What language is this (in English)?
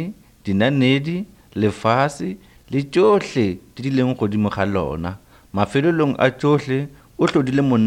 Northern Sotho